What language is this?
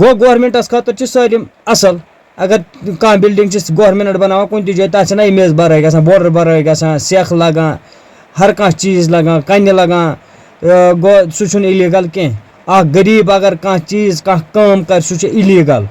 Kashmiri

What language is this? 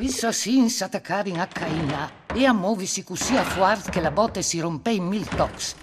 Friulian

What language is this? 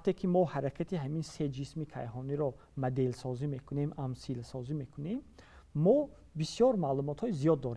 Tajik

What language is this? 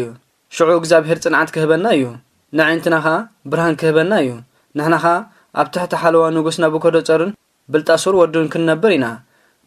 Tigrinya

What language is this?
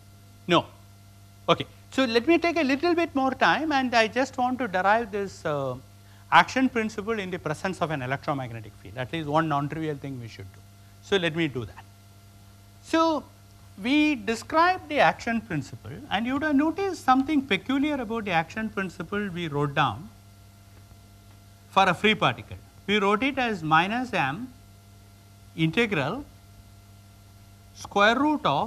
English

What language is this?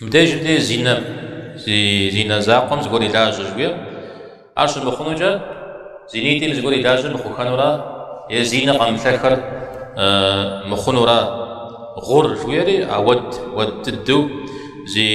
Kabardian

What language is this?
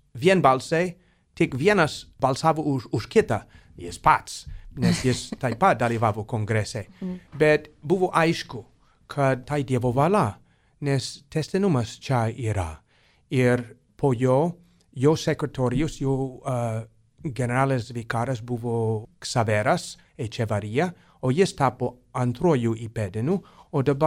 Lithuanian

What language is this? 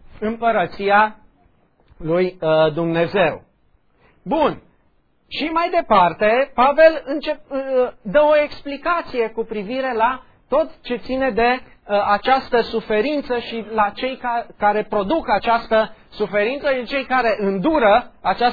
Romanian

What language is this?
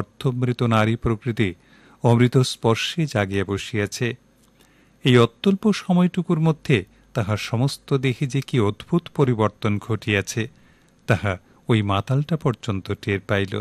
Bangla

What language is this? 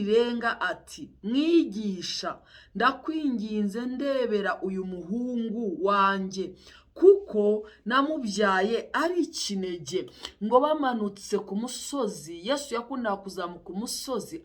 Kinyarwanda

